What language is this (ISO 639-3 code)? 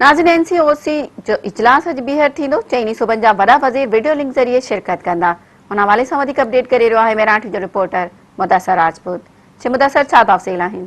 snd